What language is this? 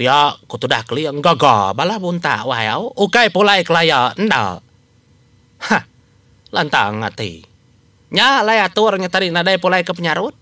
Iban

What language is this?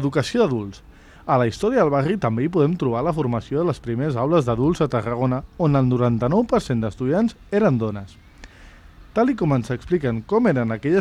Catalan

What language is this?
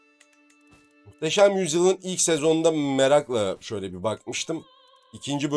Turkish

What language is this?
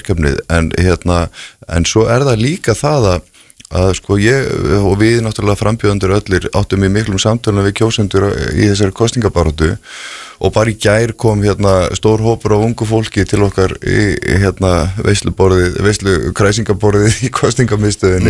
Icelandic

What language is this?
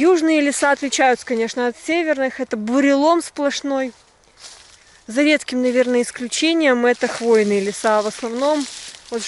Russian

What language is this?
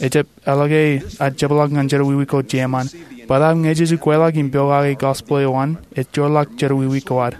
Marshallese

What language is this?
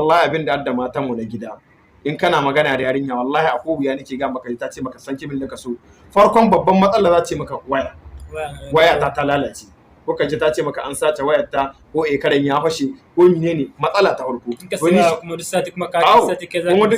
Hausa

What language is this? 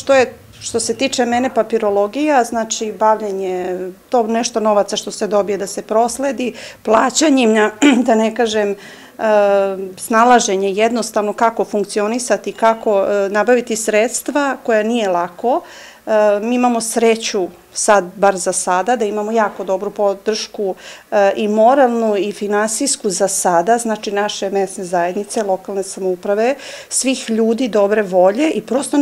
Serbian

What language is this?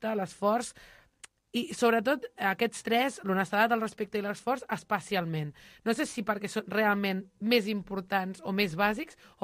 Catalan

